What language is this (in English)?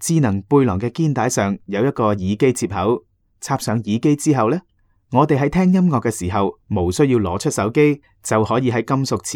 Cantonese